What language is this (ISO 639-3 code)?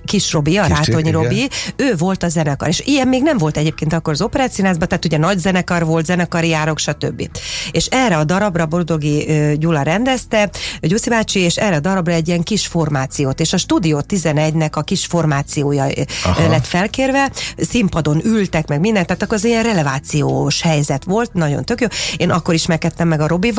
hun